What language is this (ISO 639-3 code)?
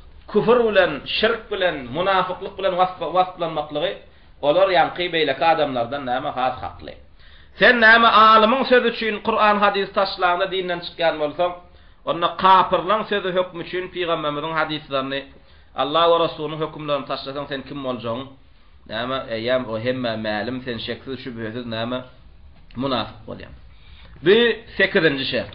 tuk